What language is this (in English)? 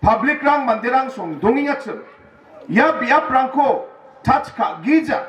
Garo